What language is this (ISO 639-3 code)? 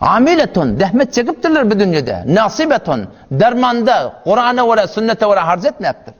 tuk